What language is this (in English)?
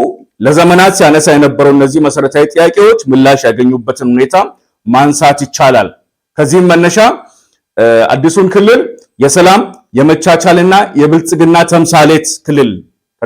Amharic